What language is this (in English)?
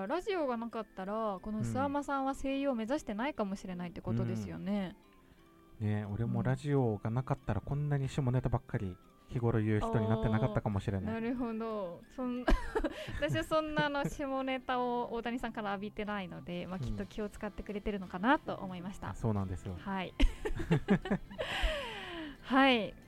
Japanese